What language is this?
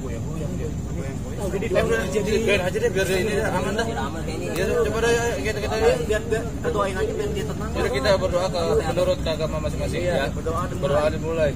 Betawi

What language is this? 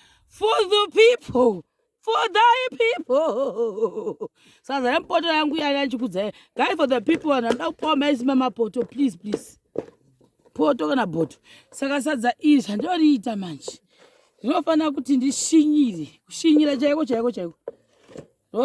Shona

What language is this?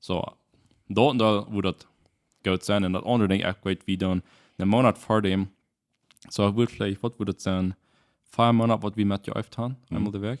Plautdietsch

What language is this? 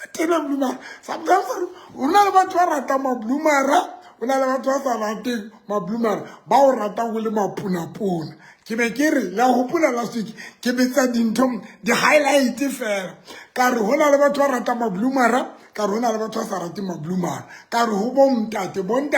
Southern Sotho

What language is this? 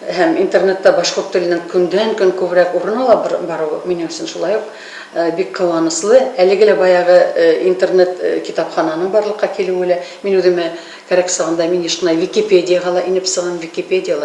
Bashkir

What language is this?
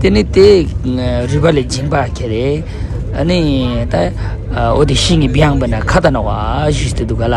Ladakhi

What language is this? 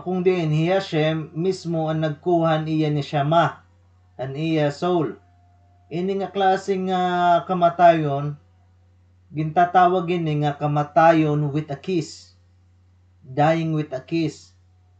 Waray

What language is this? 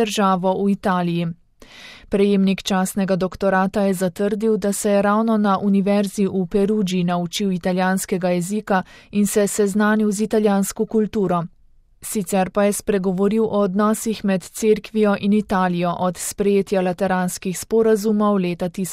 Slovenian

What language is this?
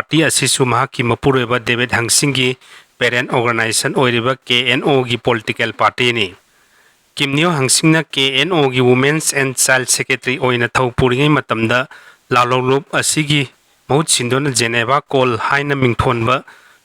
Manipuri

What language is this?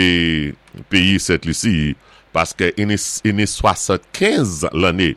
Saint Lucian Creole French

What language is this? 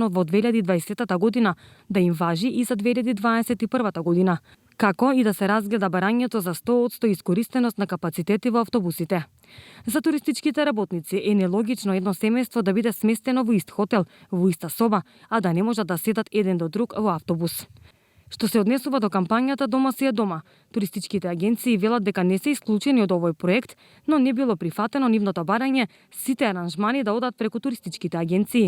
Macedonian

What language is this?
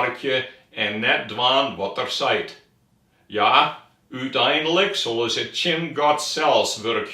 Western Frisian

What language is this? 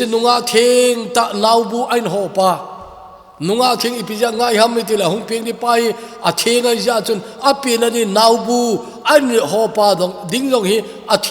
Thado Chin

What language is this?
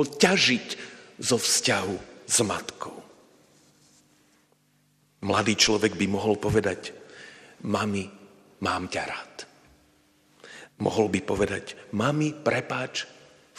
Slovak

